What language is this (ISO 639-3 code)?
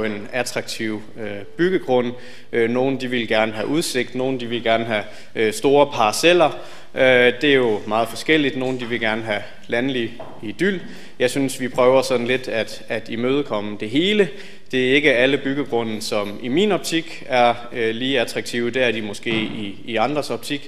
dan